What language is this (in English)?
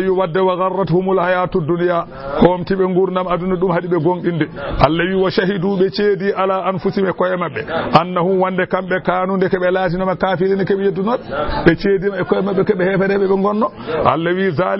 Fula